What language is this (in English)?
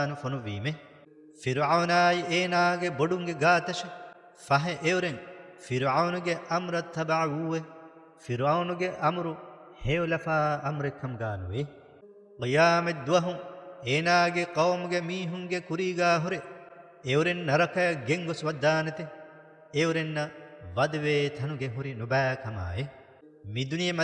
Divehi